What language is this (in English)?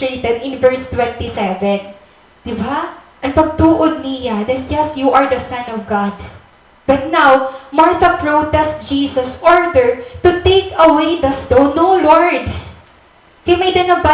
Waray